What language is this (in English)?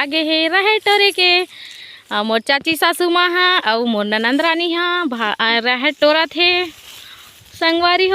Chhattisgarhi